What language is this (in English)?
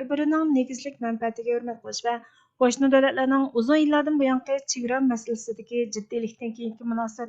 Uyghur